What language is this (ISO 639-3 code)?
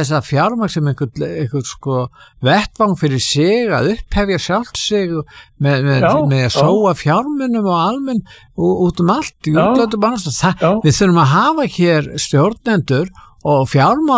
isl